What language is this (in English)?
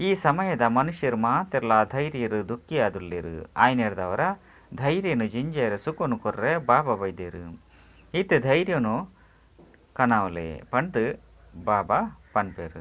Tulu